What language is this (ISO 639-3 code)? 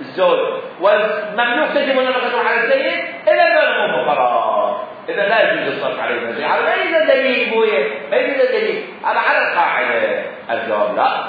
acm